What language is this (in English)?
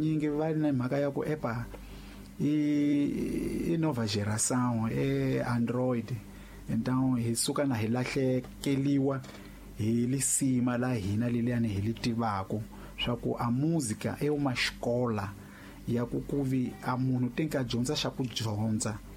Tsonga